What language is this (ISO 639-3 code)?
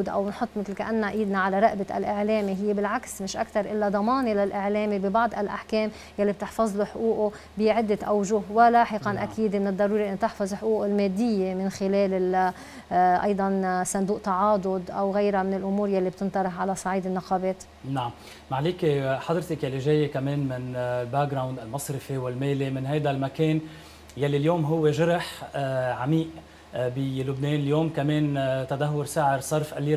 apc